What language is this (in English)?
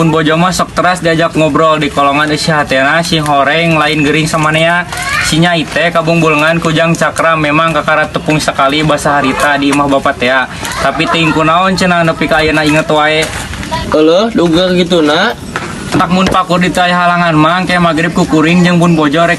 Sundanese